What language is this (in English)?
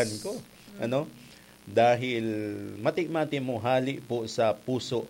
Bikol